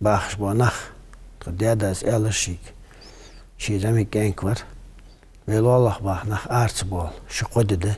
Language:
Ingush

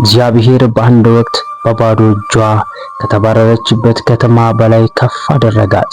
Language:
Amharic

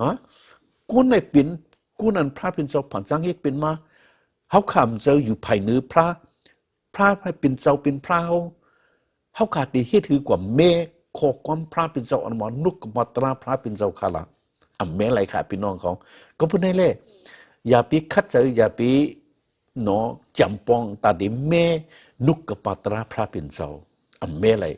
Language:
Shan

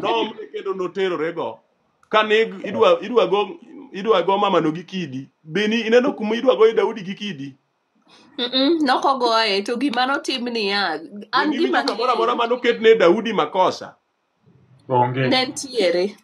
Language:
Luo (Kenya and Tanzania)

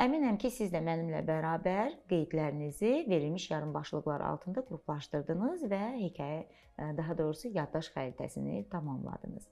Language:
Azerbaijani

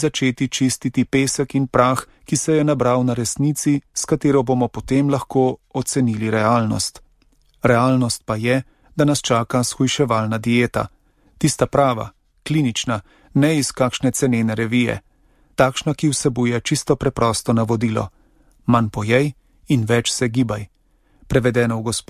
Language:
Slovenian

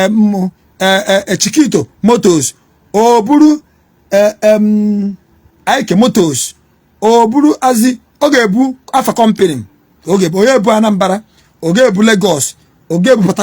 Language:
Igbo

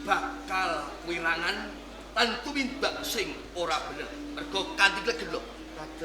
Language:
Javanese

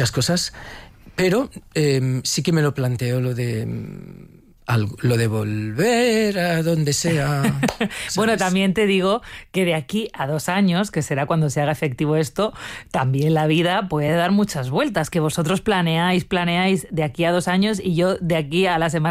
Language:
Spanish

